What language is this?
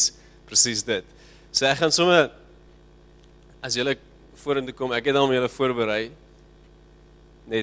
Afrikaans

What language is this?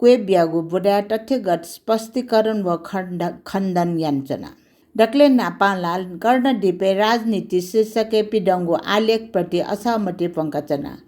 Newari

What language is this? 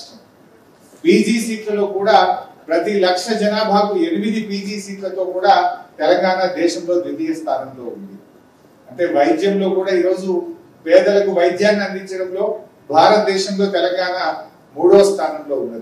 Telugu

